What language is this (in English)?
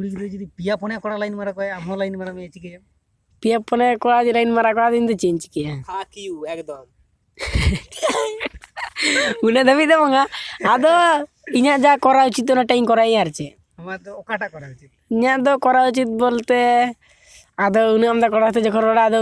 Santali